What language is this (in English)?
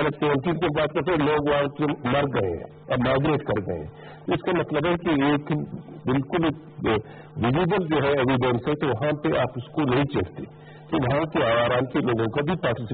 Urdu